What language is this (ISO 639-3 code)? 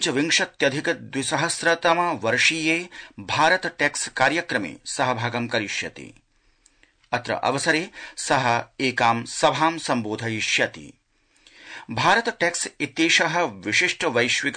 san